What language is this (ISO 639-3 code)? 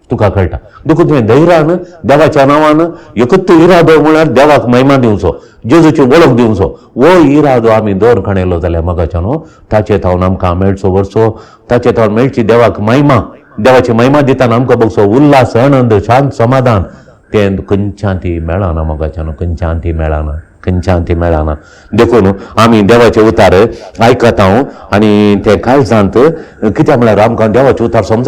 kok